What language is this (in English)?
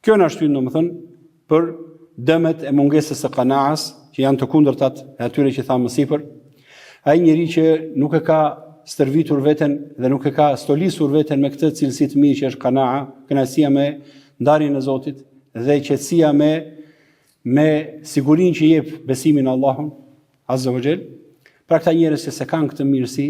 Albanian